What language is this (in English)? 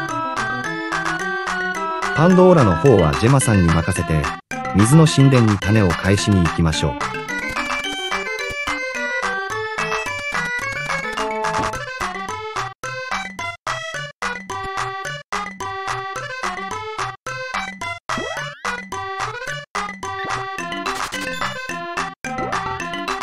Japanese